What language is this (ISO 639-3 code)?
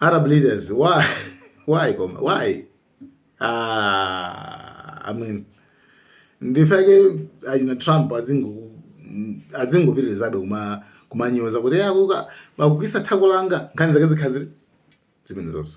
nya